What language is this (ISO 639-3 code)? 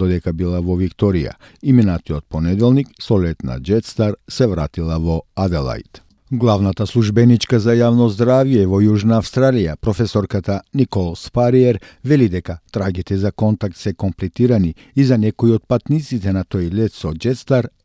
mkd